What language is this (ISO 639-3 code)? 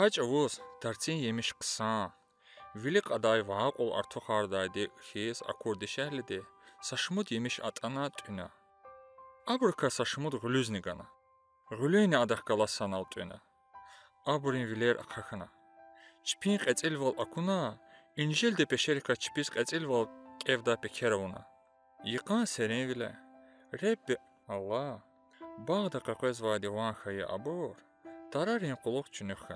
lez